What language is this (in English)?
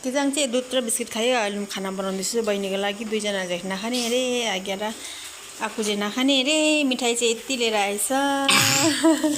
Nepali